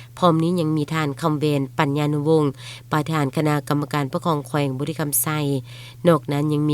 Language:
Lao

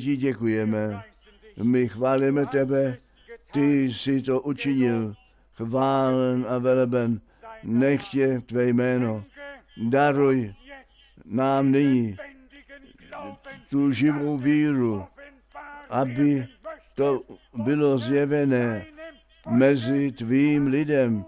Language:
Czech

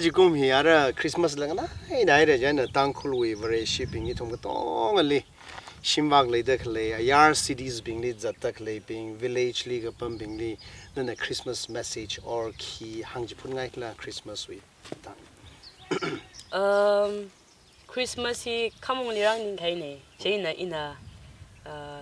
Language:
Tangkhul Naga (India)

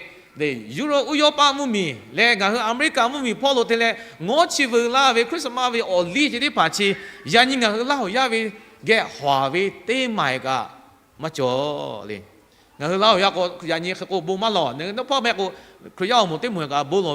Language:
Lahu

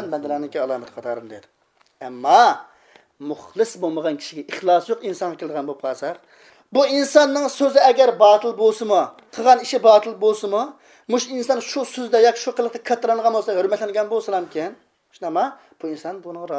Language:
Uyghur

